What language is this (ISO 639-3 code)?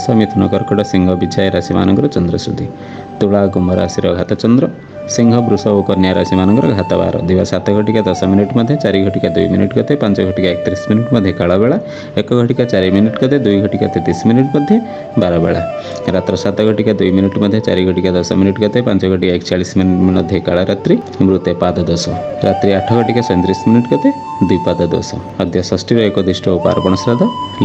ori